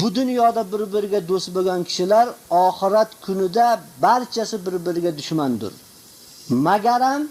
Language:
Uzbek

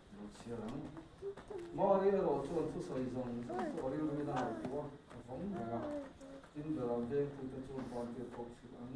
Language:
Mizo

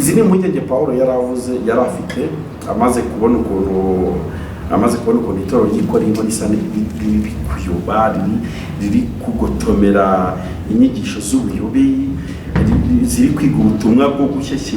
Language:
Kinyarwanda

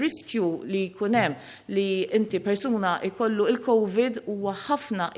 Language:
Maltese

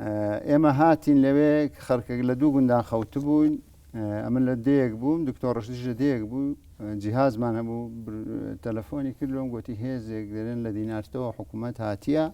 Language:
Central Kurdish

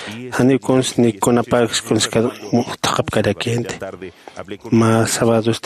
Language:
Aymara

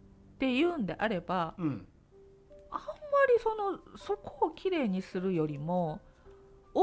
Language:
Japanese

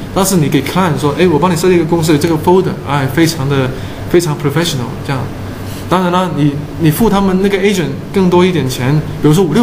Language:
Chinese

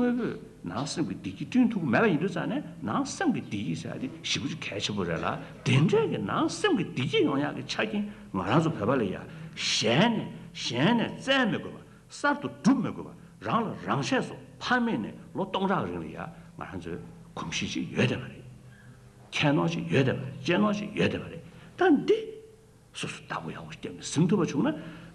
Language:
Tibetan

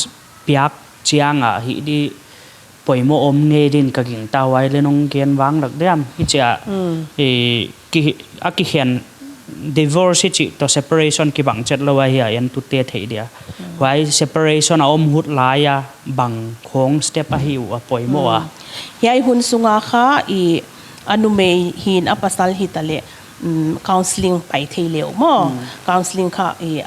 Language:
Paite Chin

